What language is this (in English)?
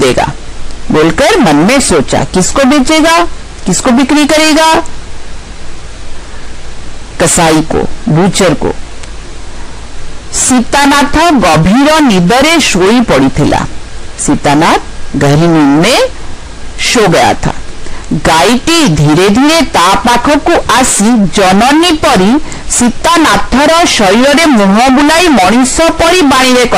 Odia